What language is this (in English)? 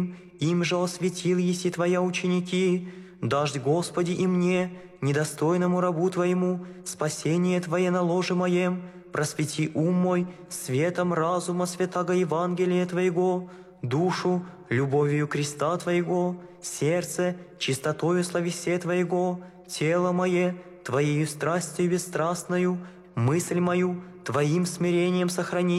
Russian